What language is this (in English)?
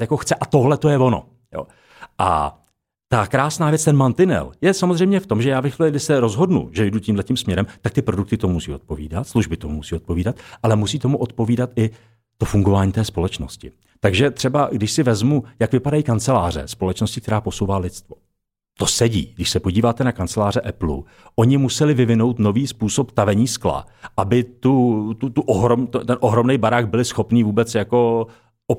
Czech